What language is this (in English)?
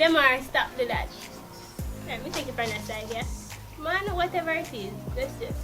Jamaican Creole English